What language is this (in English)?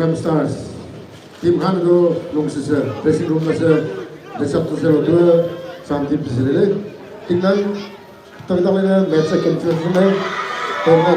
Maram Naga